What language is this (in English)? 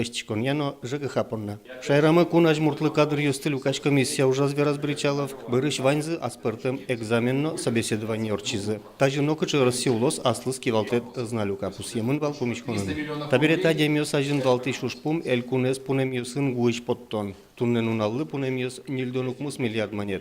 Udmurt